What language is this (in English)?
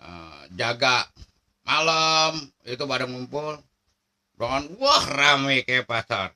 Betawi